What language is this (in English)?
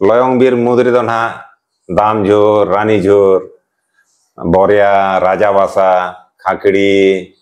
Santali